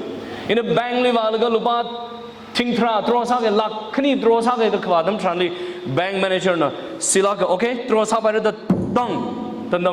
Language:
Tangkhul Naga (India)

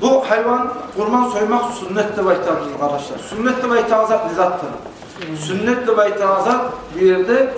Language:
Kumyk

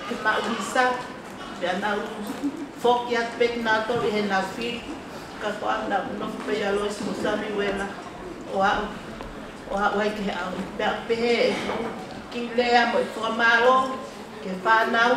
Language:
Tongan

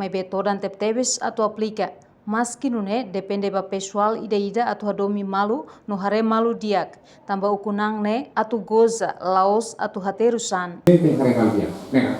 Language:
Tetum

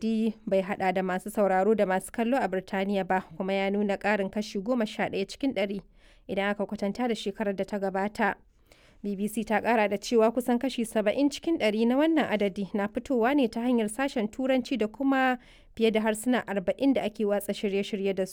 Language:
Hausa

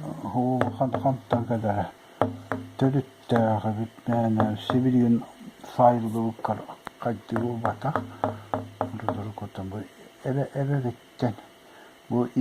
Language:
Yakut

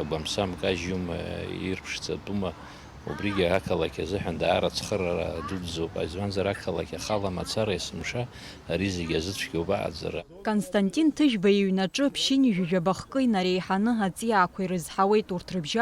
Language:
Abkhazian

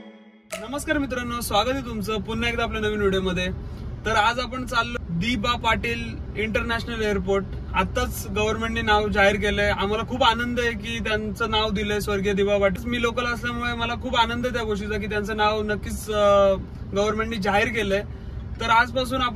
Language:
Marathi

